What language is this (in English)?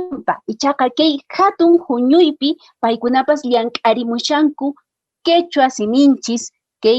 Quechua